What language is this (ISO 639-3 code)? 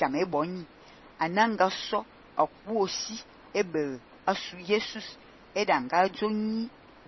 fan